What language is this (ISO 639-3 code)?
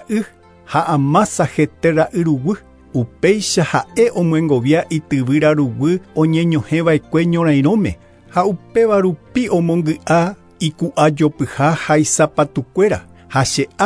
grn